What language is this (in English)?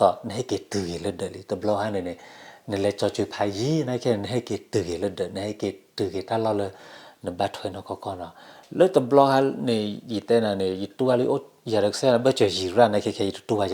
S'gaw Karen